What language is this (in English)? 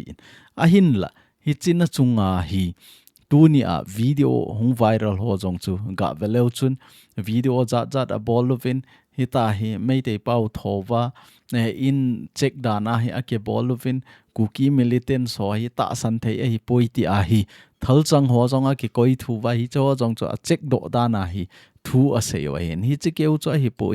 Thado Chin